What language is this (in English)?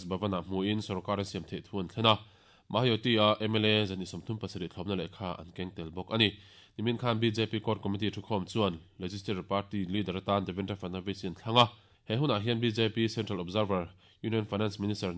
Mizo